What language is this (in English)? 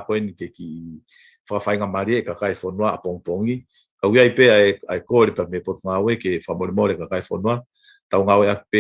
Tongan